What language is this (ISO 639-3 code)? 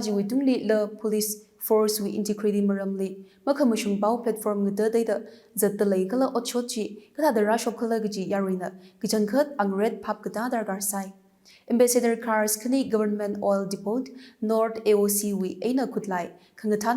nmf